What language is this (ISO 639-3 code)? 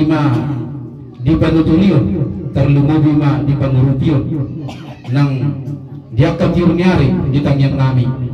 bbc